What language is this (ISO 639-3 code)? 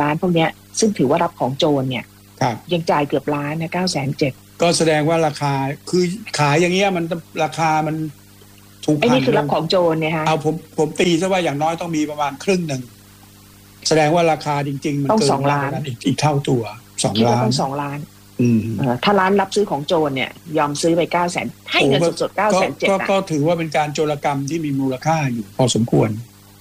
tha